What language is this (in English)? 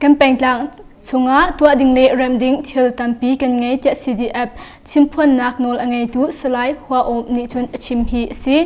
Hakha Chin